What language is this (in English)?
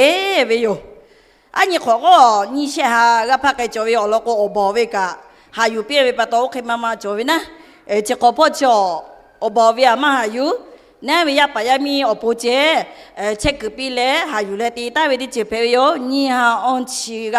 Lahu